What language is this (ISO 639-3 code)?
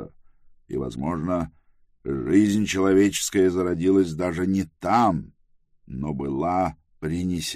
rus